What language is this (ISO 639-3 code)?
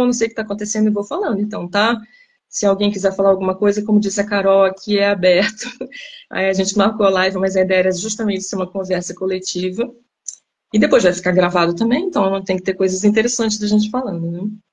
por